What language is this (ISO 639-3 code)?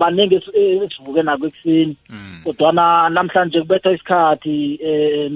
nbl